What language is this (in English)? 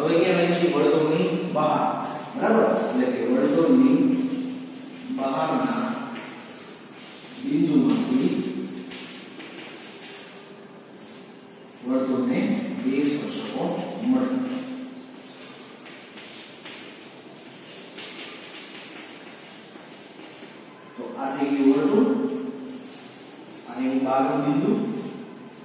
Gujarati